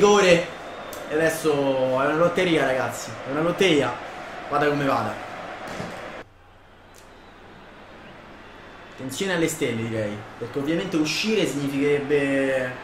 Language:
Italian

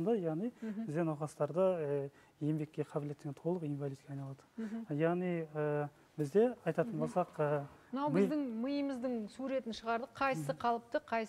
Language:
Kazakh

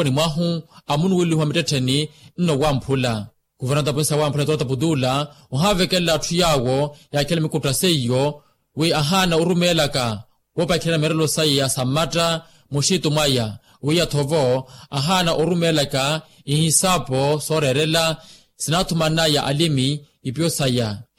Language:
Makhuwa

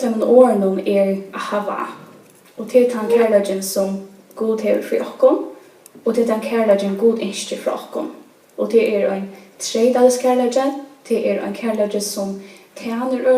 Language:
Faroese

